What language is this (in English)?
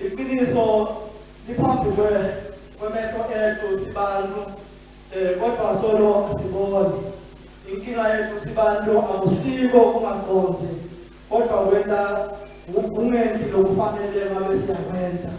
Swati